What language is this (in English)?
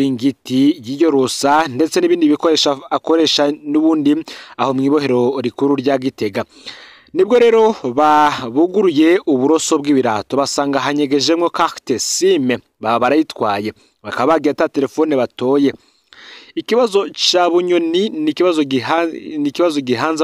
Rundi